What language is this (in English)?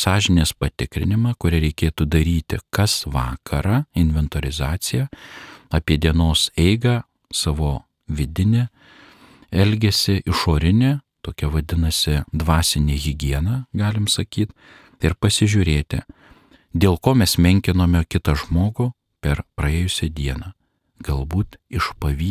Lithuanian